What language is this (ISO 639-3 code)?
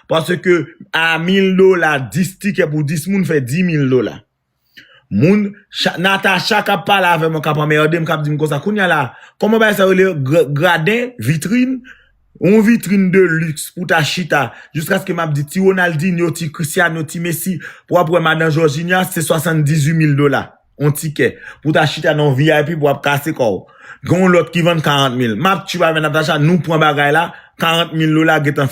hat